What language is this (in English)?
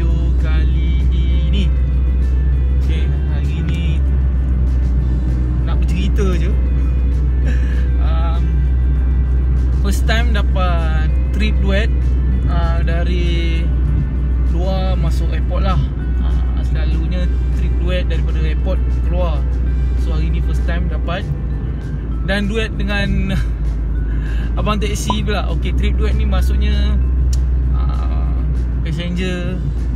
Malay